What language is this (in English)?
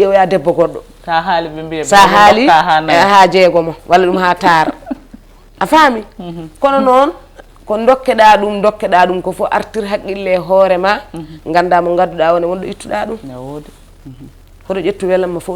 Fula